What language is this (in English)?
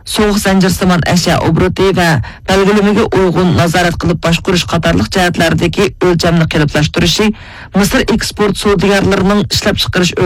Uyghur